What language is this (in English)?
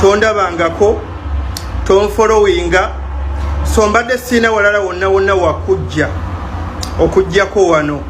Ganda